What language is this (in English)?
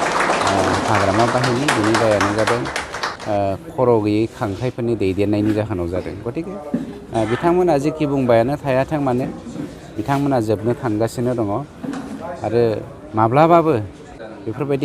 Bodo